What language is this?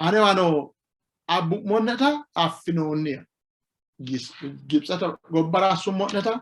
Sidamo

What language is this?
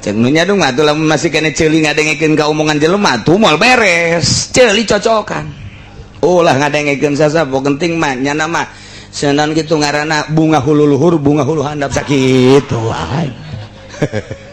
Sundanese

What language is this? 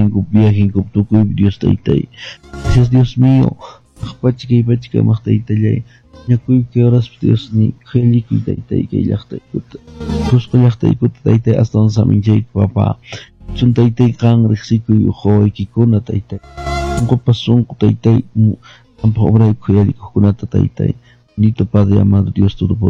Quechua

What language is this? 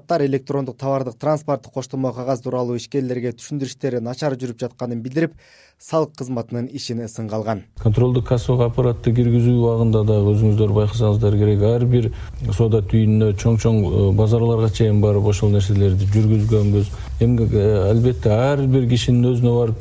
Kyrgyz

